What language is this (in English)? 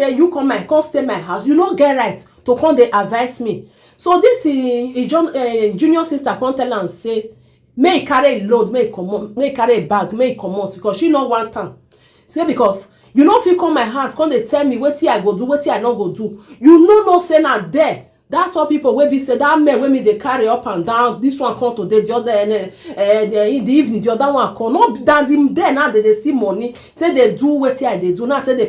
Nigerian Pidgin